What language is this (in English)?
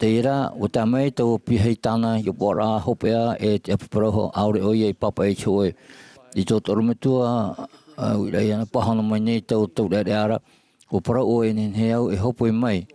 Tahitian